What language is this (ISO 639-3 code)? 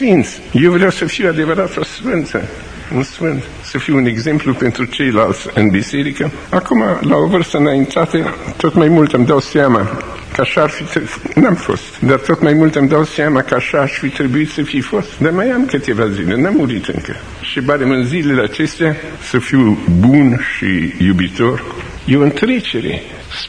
ron